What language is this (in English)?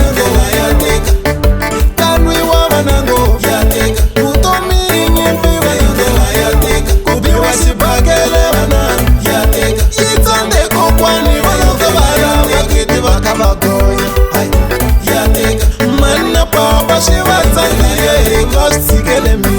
Tsonga